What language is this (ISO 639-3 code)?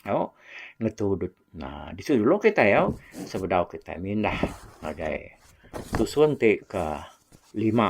iba